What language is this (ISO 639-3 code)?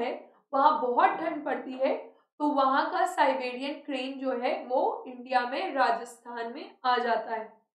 hin